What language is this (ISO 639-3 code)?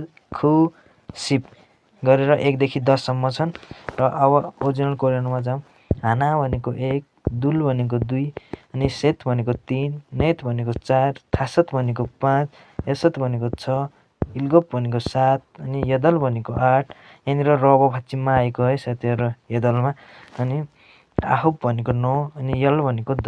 nep